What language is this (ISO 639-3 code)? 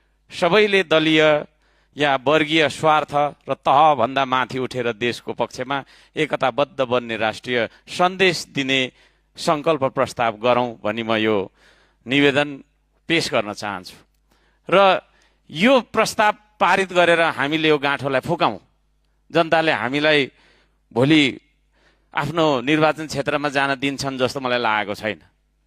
nep